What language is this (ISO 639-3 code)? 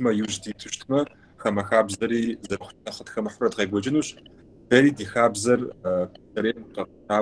kbd